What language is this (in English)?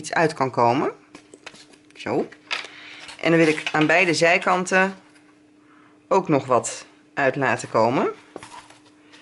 Dutch